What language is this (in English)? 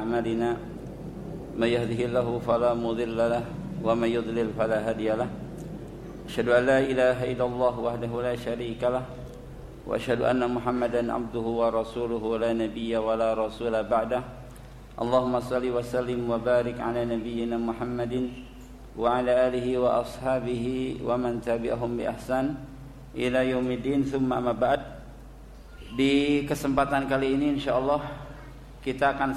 Indonesian